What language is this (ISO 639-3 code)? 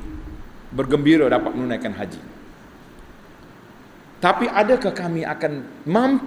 msa